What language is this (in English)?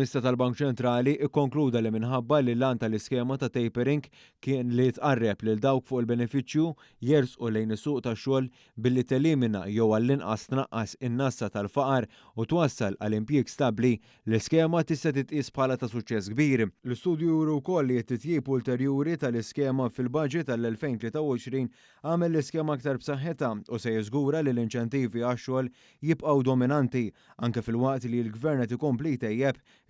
Maltese